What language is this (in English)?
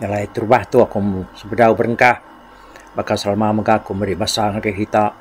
Iban